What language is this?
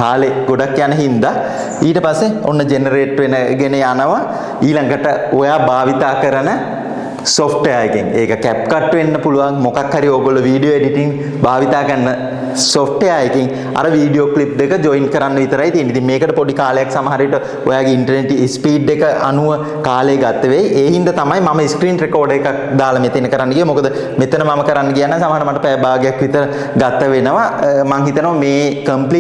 Sinhala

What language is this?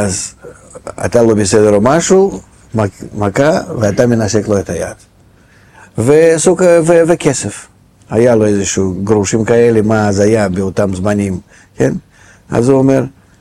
Hebrew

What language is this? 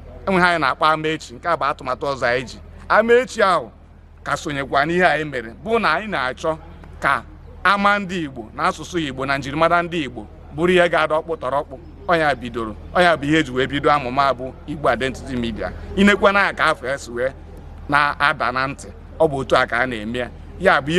Igbo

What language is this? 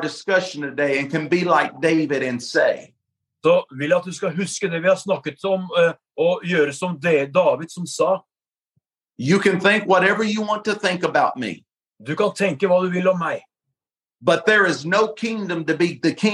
Norwegian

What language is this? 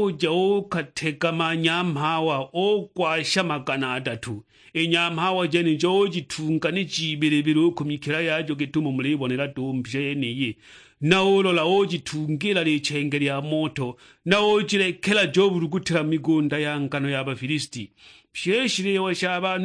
Sukuma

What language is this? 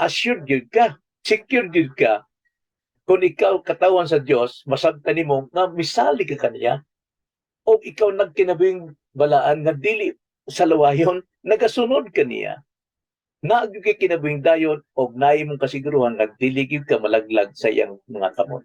Cebuano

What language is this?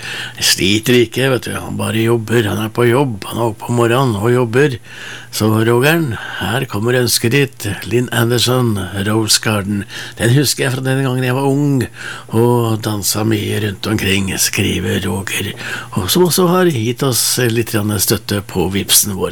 Norwegian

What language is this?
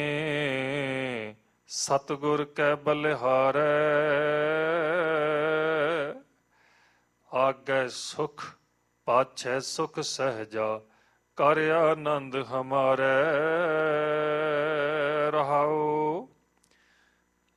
Punjabi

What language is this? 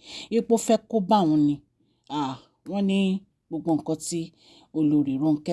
Yoruba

